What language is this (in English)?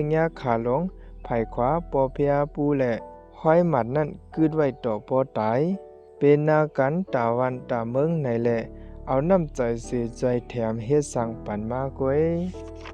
Shan